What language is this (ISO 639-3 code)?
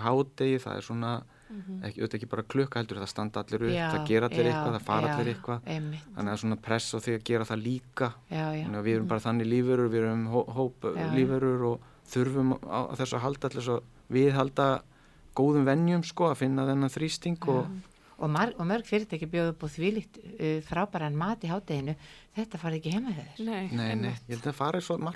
isl